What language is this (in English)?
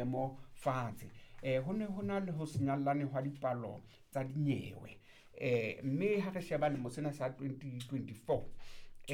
Southern Sotho